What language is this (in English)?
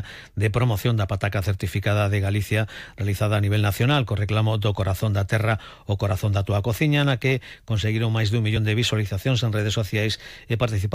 Galician